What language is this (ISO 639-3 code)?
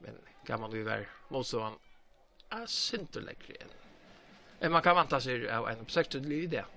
fao